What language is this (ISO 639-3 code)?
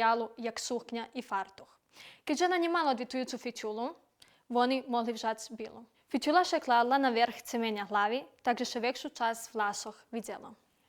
rue